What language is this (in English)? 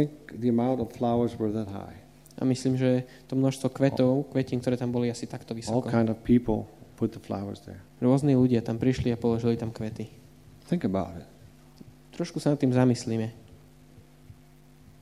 Slovak